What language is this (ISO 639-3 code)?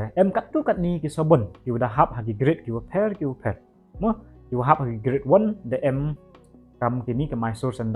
pbv